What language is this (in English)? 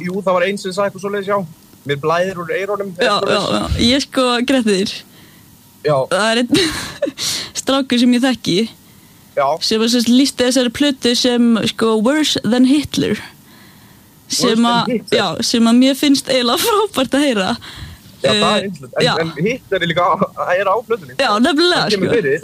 Icelandic